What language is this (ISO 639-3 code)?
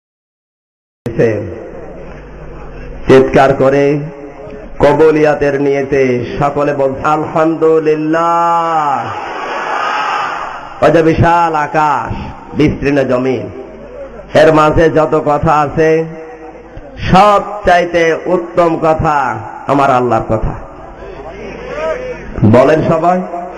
ben